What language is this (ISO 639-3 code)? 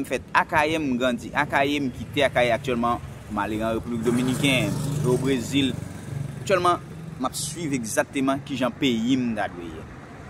hat